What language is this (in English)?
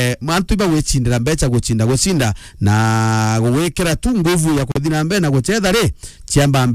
Meru